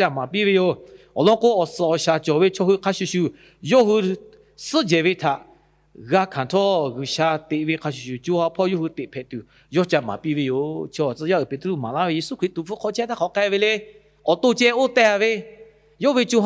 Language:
Lahu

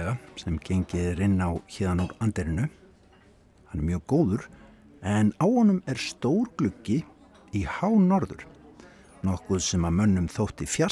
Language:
Icelandic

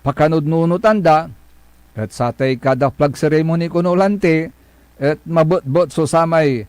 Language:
Pangasinan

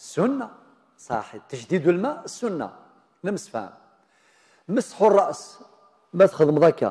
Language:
Kabyle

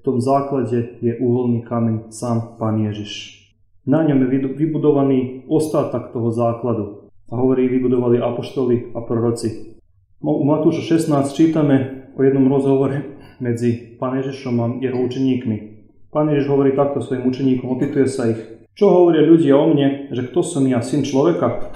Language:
Slovak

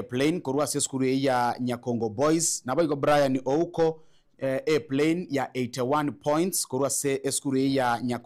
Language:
Gusii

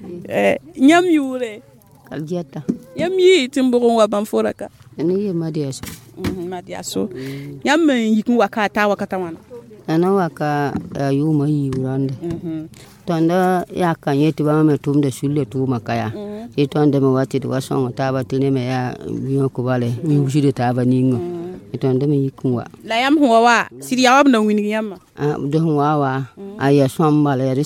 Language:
Mossi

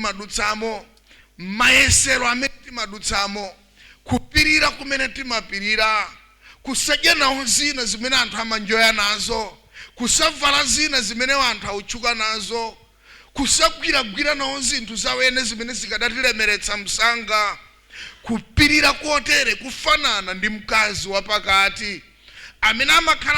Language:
Nyanja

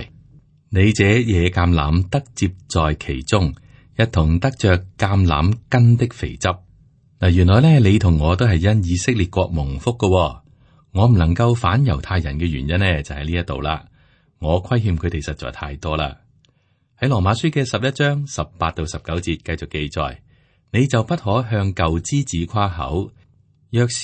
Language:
Cantonese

